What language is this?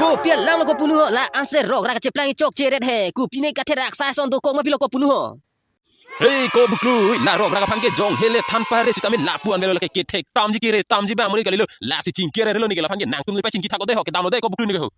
Karbi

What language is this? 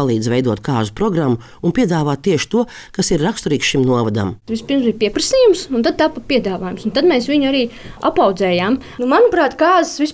Latvian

